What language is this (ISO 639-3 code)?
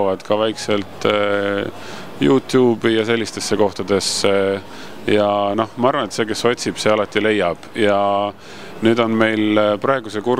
est